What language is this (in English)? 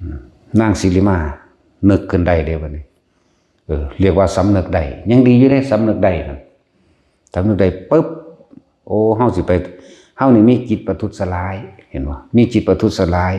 Northeastern Thai